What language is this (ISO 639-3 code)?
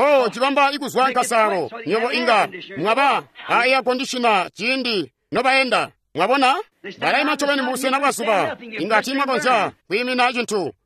toi